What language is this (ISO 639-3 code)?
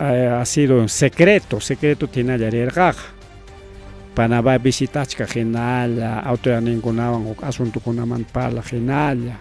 quy